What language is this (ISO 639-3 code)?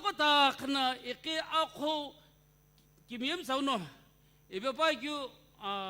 nsm